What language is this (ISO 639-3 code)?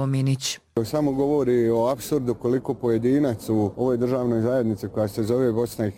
bos